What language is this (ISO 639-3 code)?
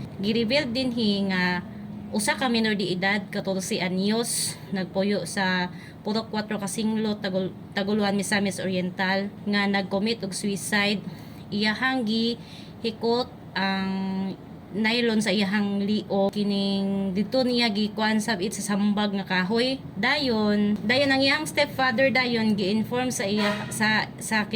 ceb